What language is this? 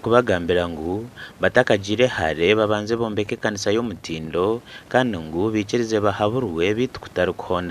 Nyankole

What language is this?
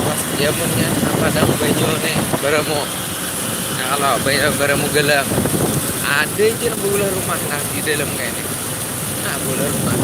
Banjar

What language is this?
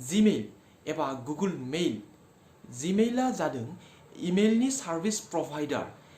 Bodo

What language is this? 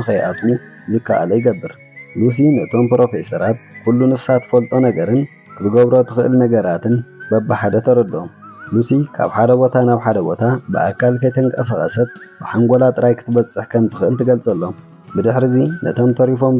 Tigrinya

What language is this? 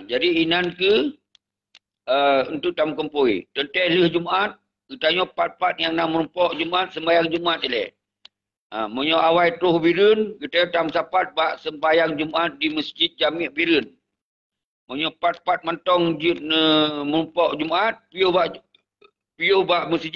Achinese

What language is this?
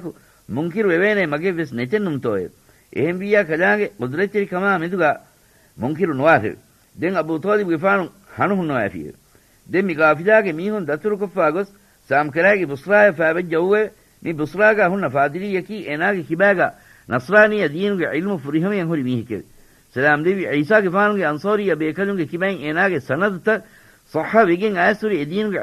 Divehi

